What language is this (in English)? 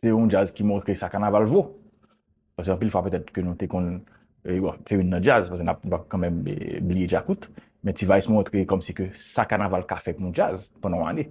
Haitian Creole